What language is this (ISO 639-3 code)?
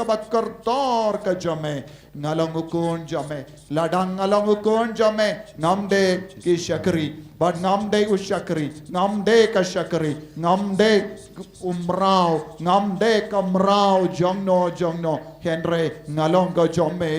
kha